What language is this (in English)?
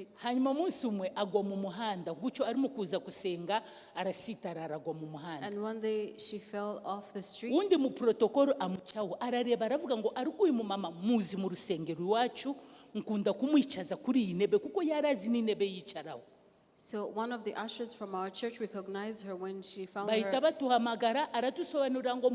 Kinyarwanda